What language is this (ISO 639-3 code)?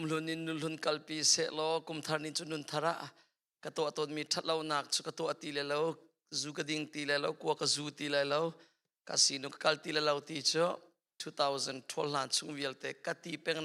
cnh